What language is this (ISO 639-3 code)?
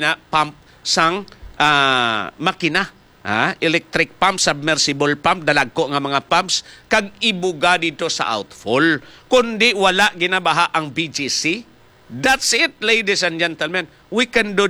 hil